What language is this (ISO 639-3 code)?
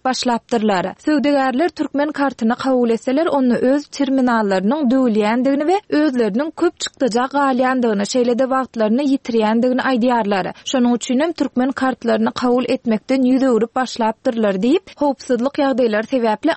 tuk